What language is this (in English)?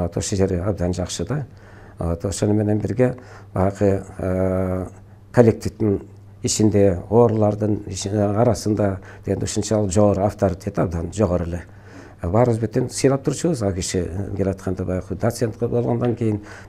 Kyrgyz